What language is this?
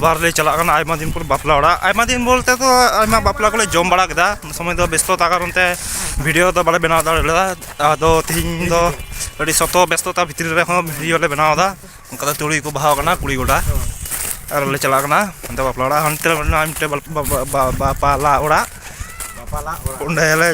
Santali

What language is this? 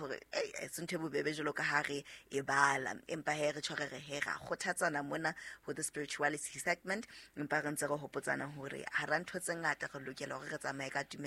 Southern Sotho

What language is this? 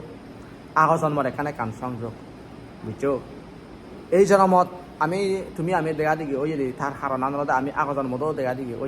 Chakma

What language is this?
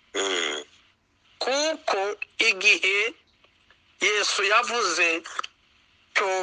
Kinyarwanda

